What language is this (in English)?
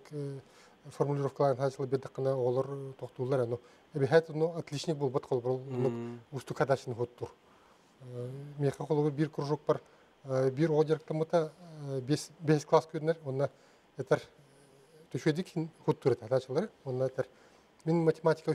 Yakut